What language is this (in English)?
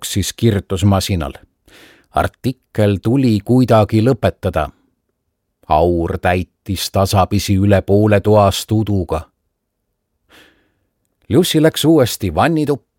Estonian